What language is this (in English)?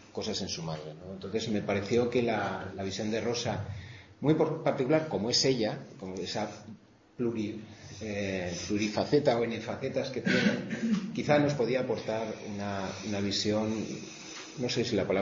Spanish